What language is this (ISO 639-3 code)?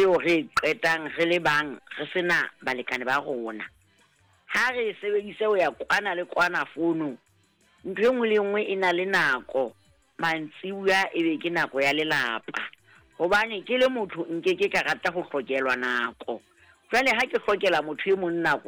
sot